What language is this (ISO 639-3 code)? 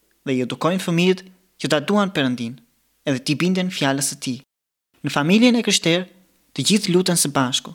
sqi